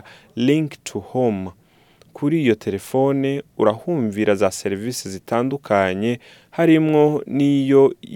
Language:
Rundi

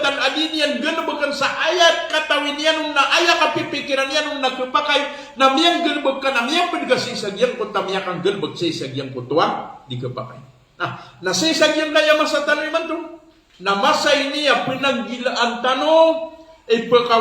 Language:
Maranao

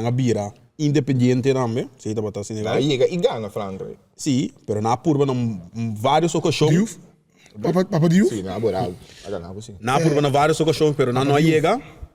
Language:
Papiamento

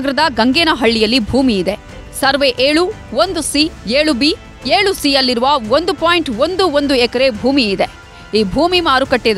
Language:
Kannada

